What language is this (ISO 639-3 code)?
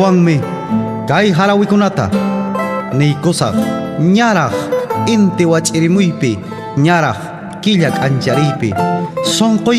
que